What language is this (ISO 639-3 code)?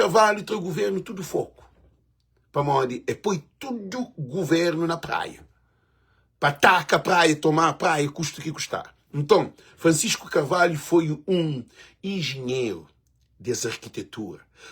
kea